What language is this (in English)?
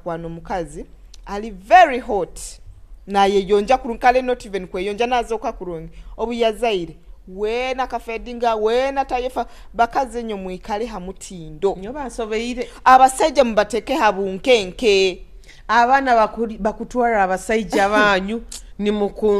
Nyoro